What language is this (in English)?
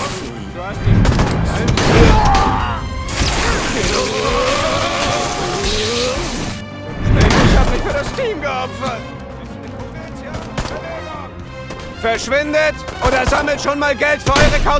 German